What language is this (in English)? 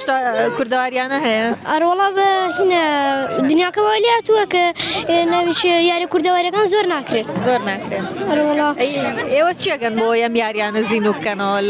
Central Kurdish